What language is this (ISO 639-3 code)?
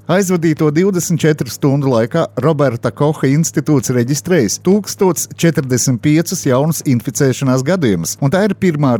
lav